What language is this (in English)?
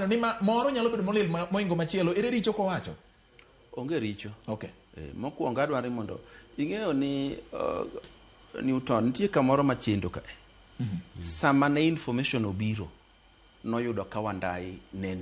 Luo (Kenya and Tanzania)